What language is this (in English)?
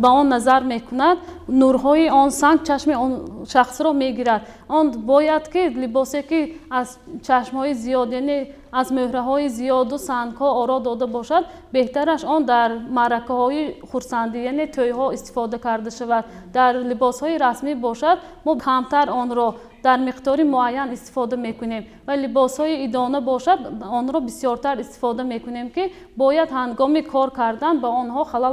Tajik